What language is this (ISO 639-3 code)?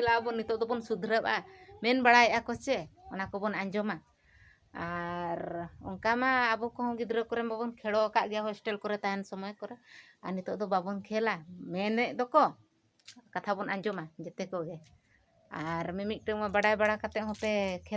sat